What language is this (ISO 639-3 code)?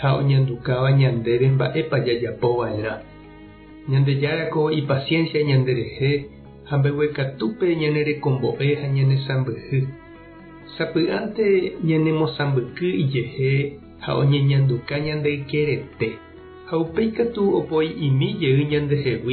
grn